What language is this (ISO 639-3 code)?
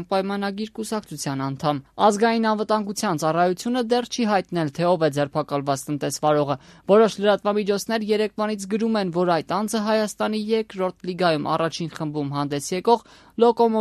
hye